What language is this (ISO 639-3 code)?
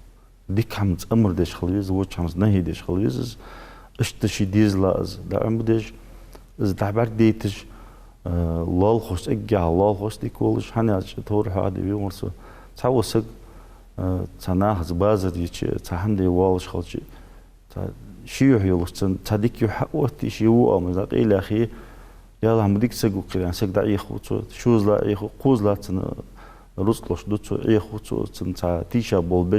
inh